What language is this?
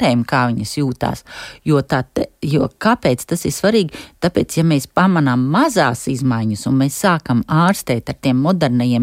Latvian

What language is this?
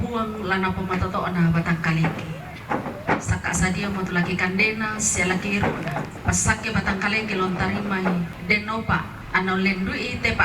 Toraja-Sa'dan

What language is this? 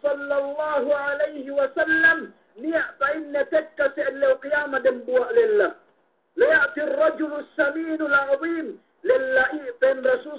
Yakan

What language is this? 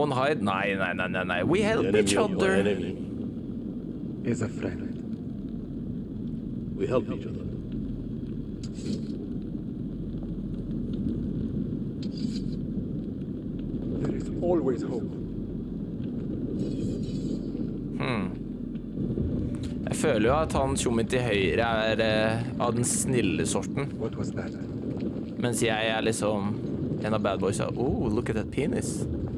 Norwegian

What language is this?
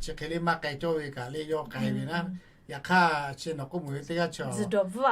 Lahu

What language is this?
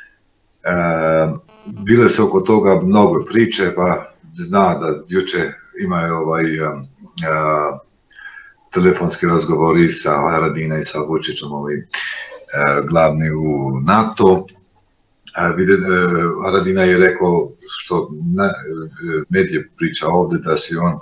Serbian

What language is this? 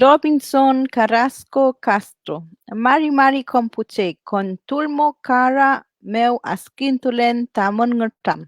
Mapuche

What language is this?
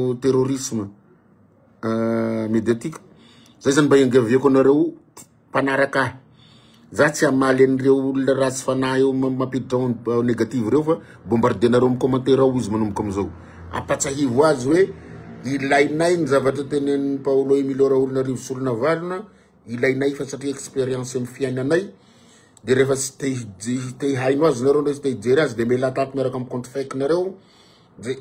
Malagasy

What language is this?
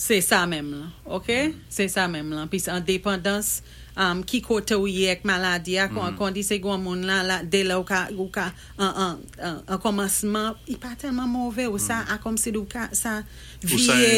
Saint Lucian Creole French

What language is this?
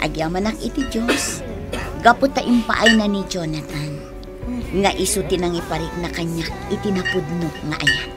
Iloko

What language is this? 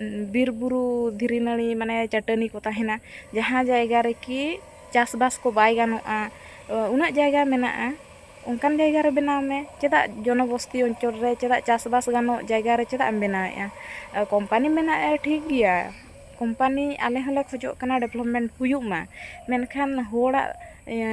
Santali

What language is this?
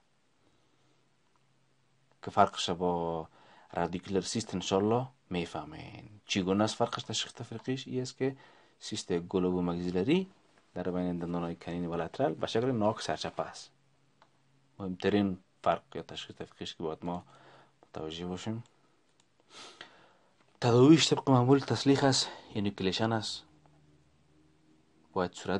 Persian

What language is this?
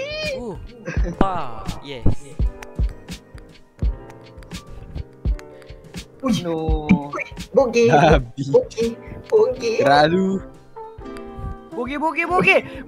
Malay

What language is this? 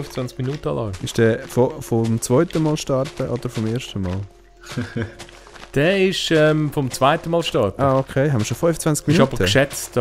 Swiss German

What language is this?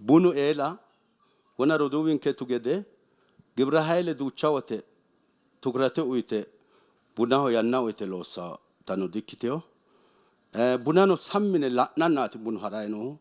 Sidamo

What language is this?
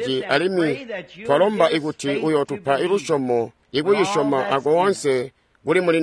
Tonga (Zambia)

